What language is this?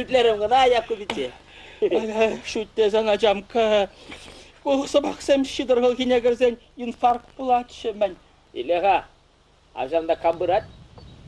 Chuvash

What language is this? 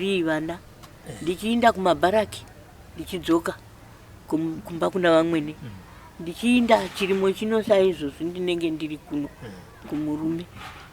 Shona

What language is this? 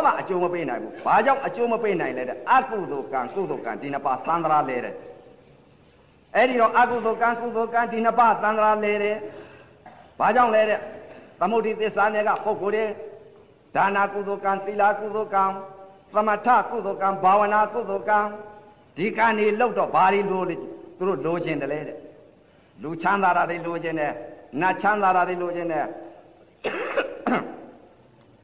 Burmese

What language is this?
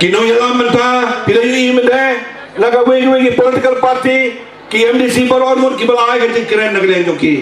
Khasi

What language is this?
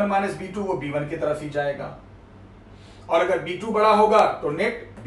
Hindi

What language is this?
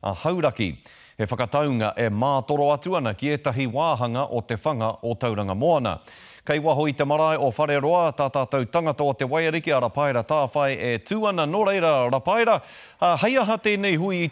Māori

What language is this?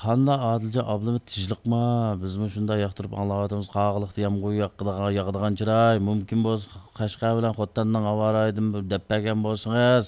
Uyghur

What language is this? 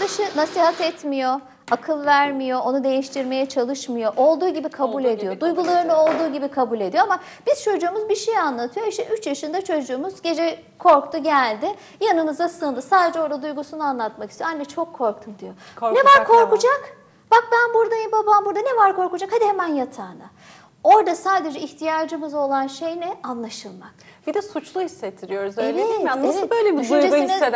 Turkish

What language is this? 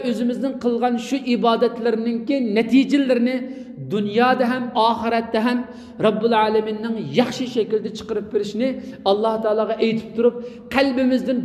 Uyghur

